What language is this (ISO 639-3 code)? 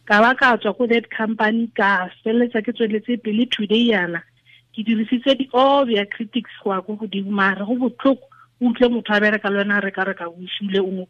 tsn